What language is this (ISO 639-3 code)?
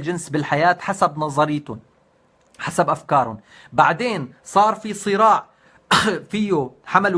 apc